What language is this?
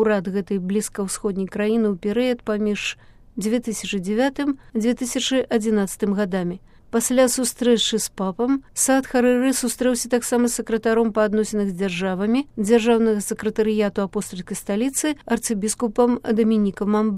Belarusian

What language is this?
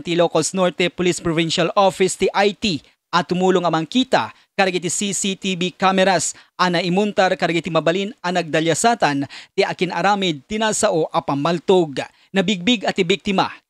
Iloko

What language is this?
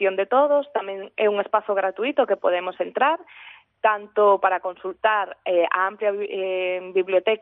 Galician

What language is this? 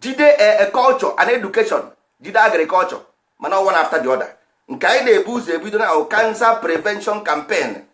Igbo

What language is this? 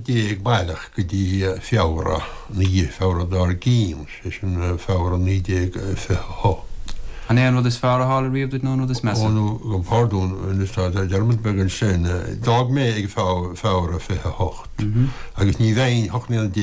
Irish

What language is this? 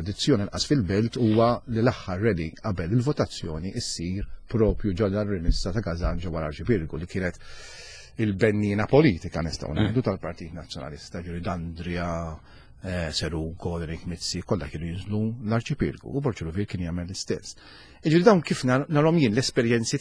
Maltese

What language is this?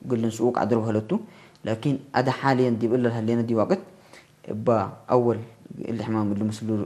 Tigre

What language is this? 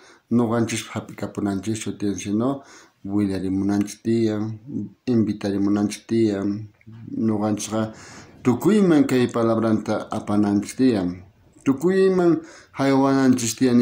South Bolivian Quechua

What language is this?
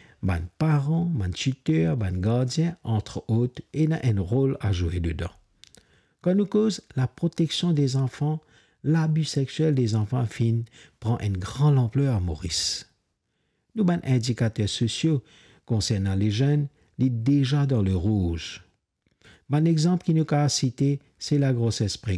Morisyen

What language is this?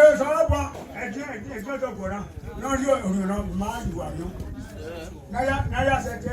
Bini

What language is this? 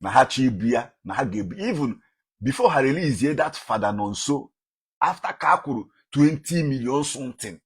Igbo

